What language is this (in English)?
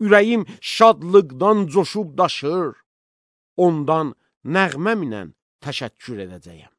Azerbaijani